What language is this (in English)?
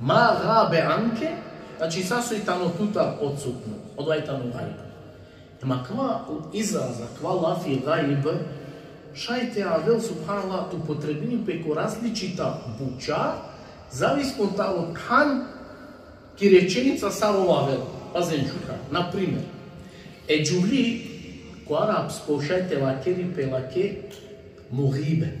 Balkan Romani